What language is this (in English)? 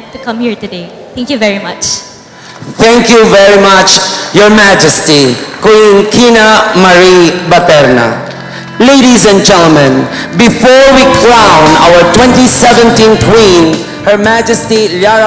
Hiligaynon